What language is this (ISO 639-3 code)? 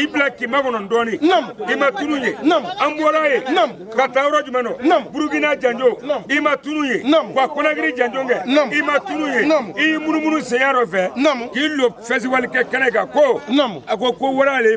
bam